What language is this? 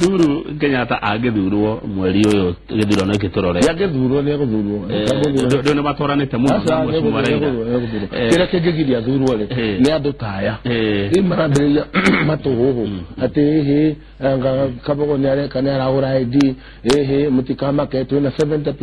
Kikuyu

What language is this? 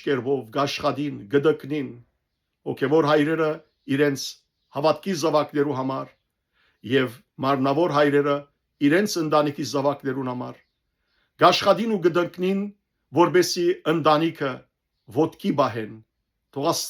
Western Armenian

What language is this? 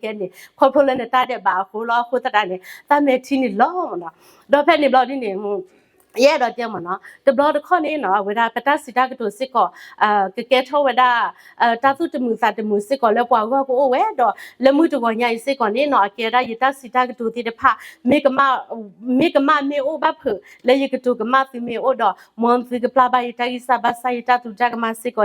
S'gaw Karen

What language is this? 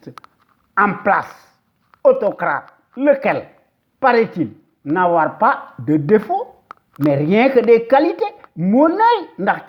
Wolof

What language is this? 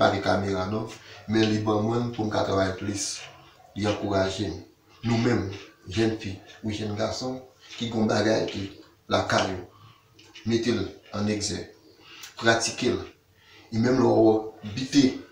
Haitian Creole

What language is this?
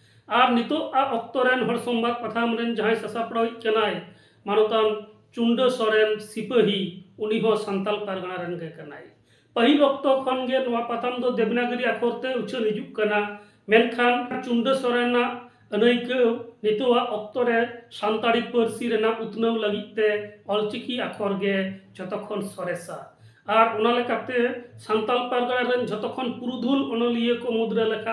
Santali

